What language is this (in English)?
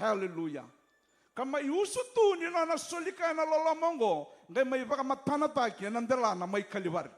Fijian